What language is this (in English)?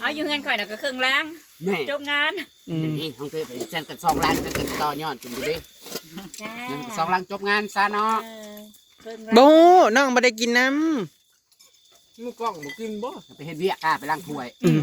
Northeastern Thai